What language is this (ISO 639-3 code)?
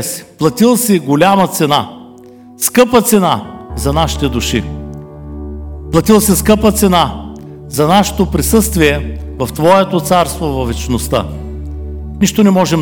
bul